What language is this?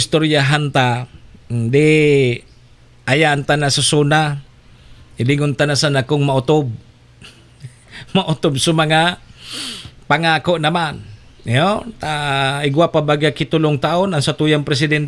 Bikol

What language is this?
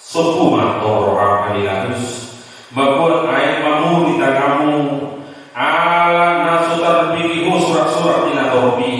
Batak Toba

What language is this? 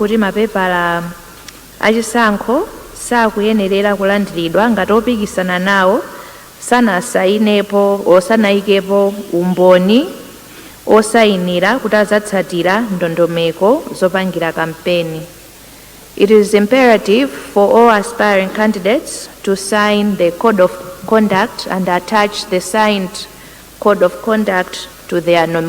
Nyanja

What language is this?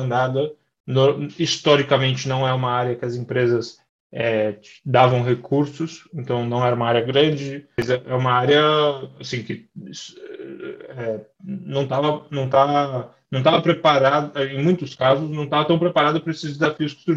Portuguese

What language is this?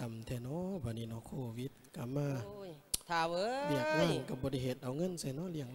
Lao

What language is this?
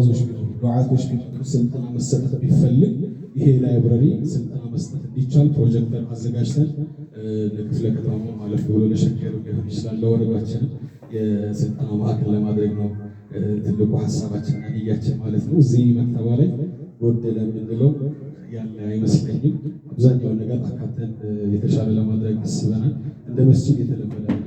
Amharic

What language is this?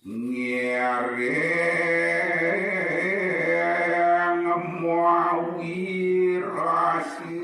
Balinese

